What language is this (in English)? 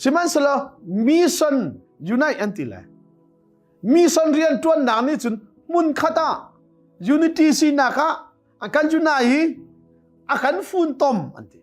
Hakha Chin